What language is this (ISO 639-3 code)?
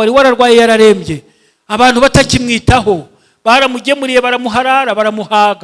kin